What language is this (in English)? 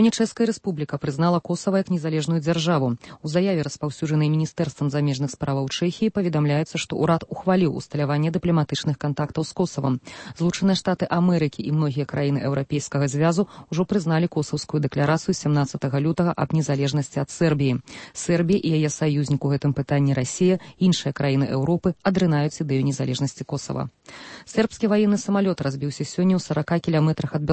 Belarusian